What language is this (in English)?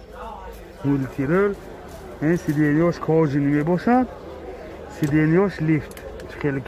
Tajik